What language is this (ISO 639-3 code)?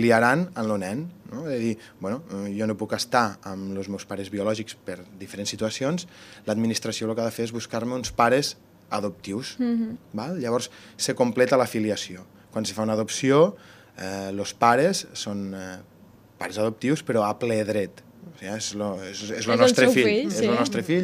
cat